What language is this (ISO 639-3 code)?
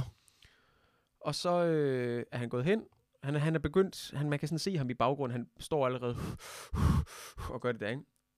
dan